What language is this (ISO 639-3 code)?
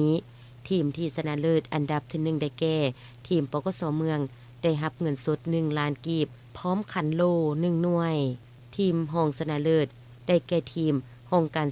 lao